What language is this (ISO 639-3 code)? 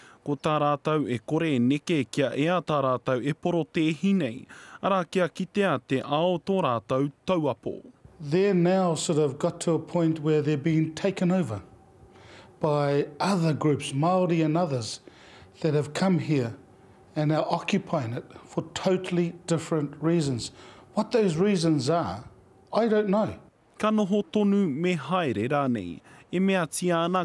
mri